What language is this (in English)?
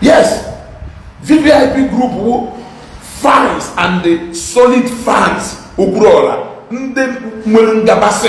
Igbo